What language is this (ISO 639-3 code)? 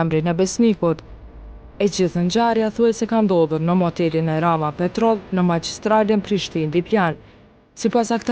sqi